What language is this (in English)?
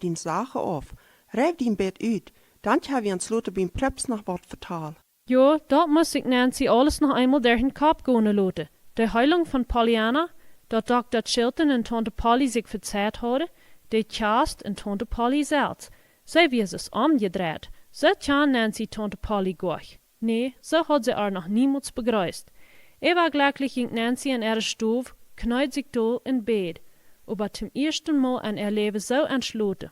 Plautdietsch